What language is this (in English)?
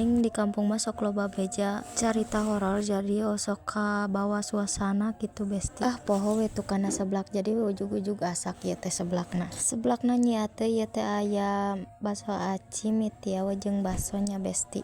Sundanese